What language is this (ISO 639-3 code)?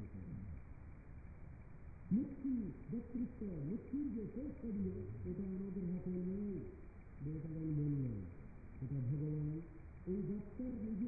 ben